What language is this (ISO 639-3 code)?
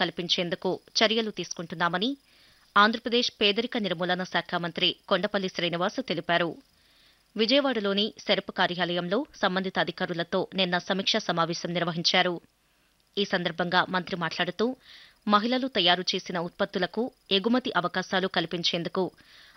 tel